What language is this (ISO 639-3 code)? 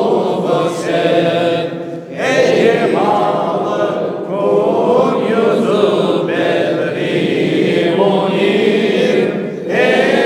crh